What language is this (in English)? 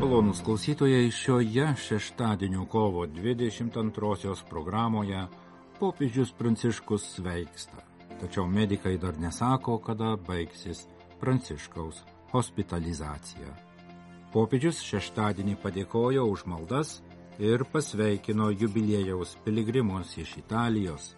Lithuanian